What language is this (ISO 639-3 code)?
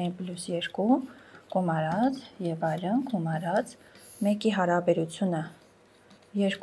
hye